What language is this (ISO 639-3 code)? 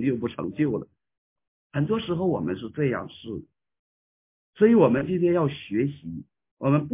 zho